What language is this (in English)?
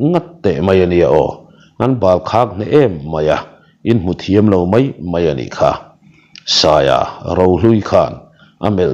Mizo